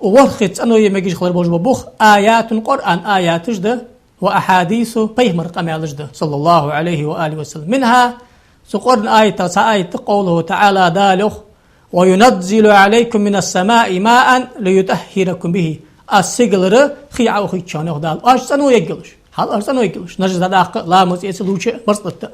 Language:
Ingush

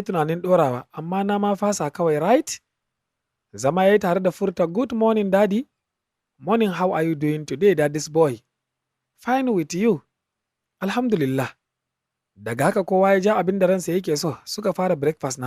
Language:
Hausa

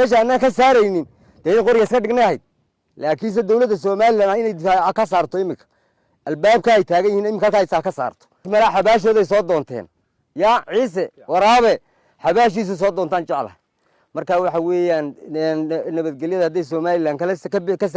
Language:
Somali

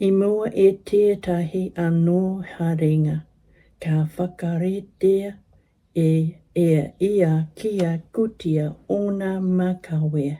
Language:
Māori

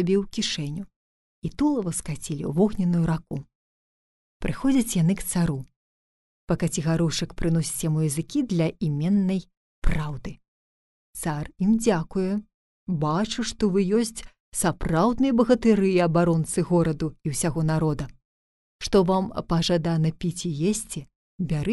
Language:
Belarusian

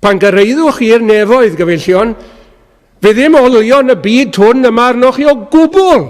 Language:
Welsh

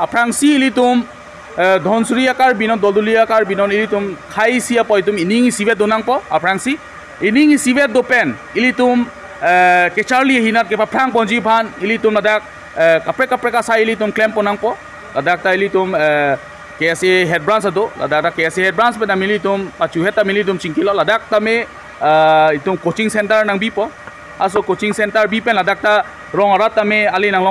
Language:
Karbi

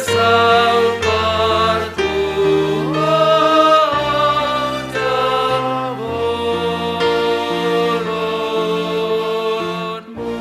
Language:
Batak Simalungun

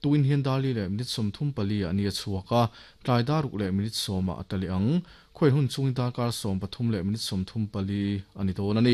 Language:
Mizo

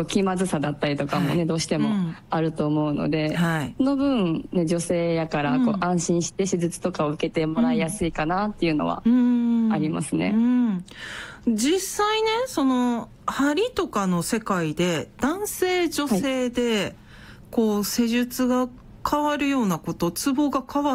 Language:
Japanese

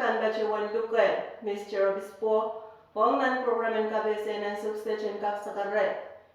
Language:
Pohnpeian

